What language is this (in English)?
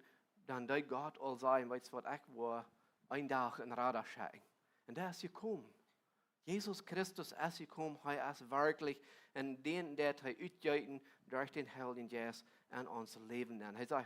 Plautdietsch